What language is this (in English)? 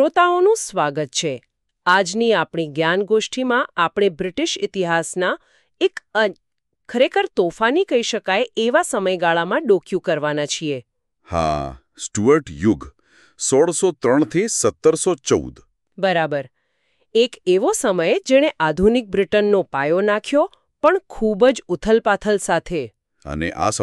Gujarati